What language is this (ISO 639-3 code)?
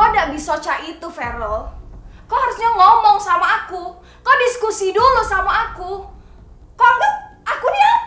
mui